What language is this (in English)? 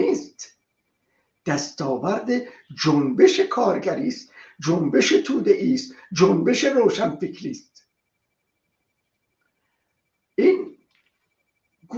Persian